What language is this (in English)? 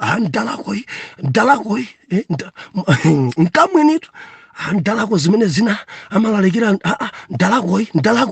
Nyanja